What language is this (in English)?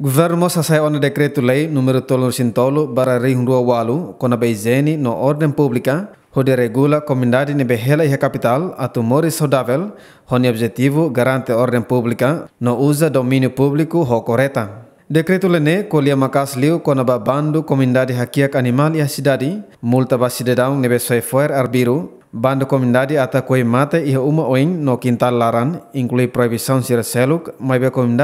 Tetum